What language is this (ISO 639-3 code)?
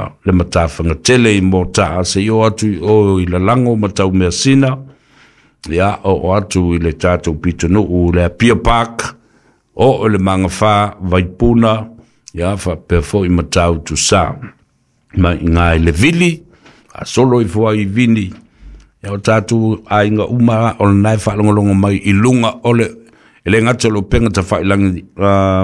smo